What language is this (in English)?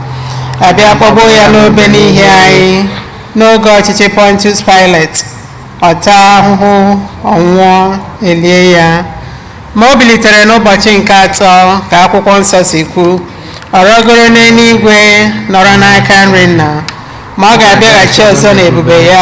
Igbo